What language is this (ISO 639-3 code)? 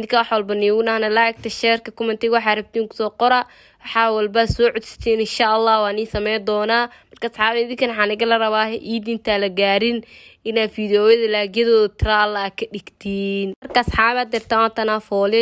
som